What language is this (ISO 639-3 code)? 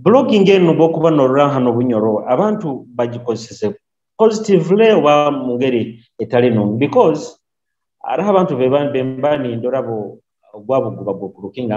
nyo